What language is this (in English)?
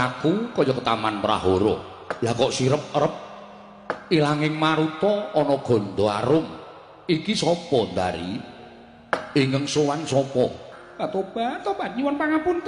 Javanese